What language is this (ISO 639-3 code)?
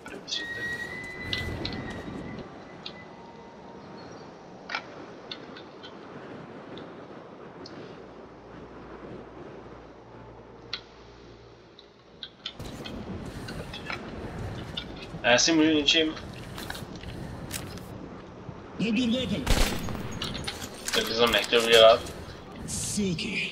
ces